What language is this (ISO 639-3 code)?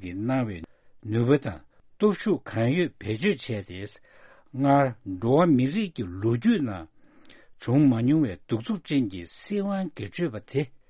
bod